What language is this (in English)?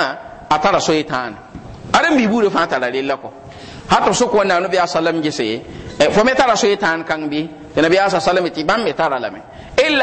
Mossi